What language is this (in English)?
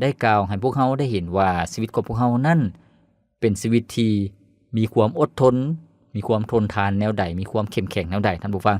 Lao